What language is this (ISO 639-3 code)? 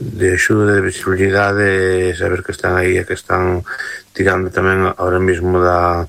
glg